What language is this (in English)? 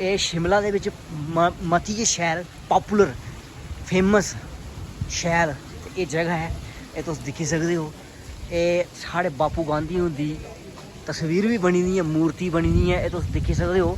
Dogri